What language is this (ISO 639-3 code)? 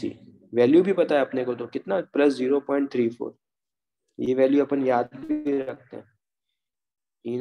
hin